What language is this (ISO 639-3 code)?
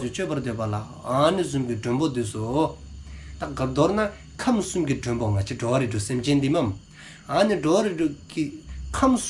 dzo